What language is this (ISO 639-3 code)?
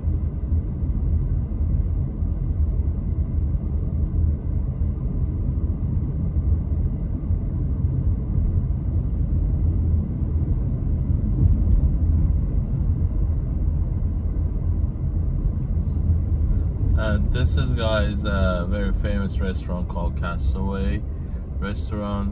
eng